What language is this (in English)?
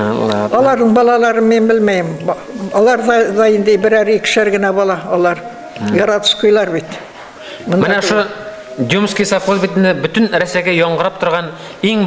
Bashkir